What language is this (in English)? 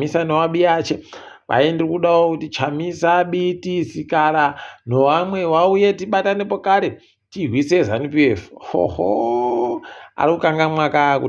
Ndau